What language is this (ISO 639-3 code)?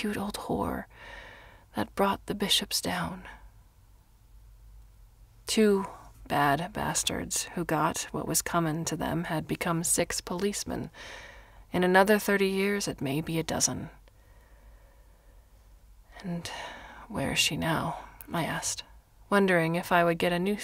eng